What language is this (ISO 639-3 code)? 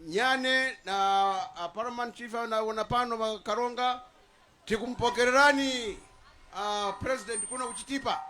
nya